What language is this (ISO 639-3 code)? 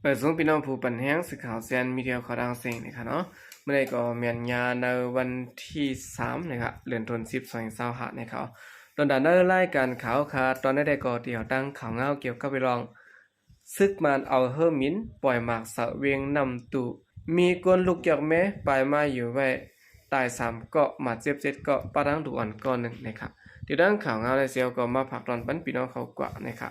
shn